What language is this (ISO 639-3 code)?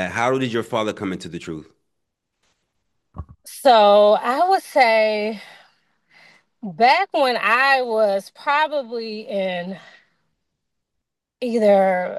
eng